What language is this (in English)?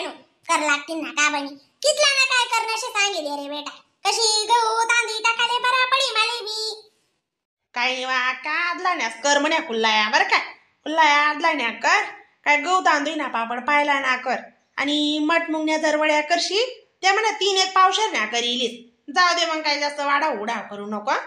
Khandesi